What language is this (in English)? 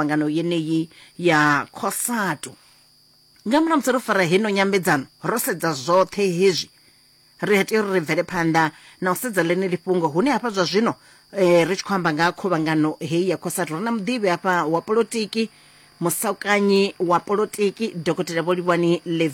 Venda